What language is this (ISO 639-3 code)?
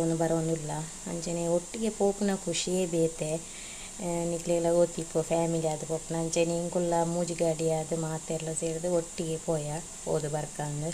tcy